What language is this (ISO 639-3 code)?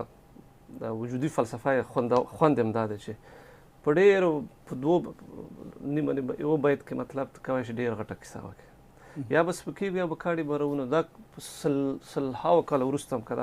pus